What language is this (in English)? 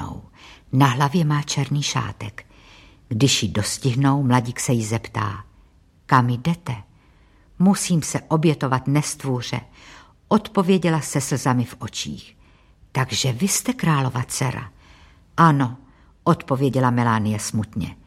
Czech